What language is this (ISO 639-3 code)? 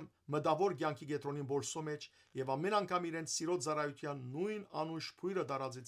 hyw